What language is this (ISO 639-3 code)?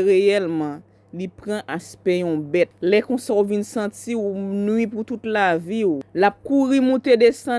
hat